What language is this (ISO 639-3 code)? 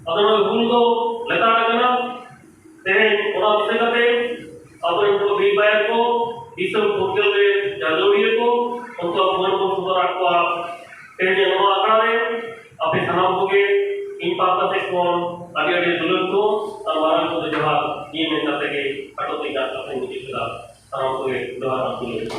sat